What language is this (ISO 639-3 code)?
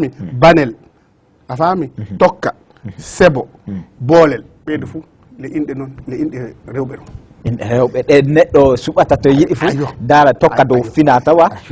ful